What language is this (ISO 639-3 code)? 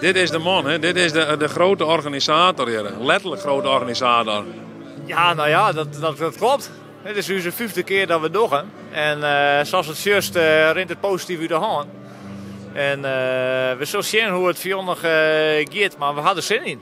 fry